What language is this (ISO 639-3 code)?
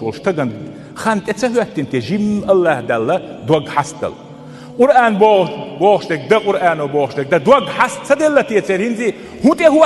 che